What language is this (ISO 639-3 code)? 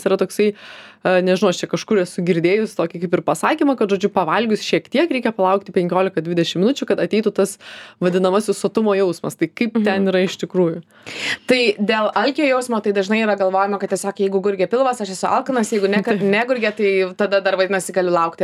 lit